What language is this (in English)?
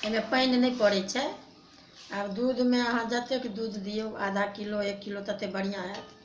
Maithili